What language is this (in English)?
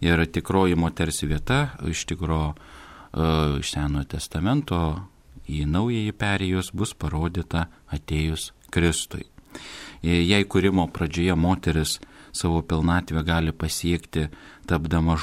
Lithuanian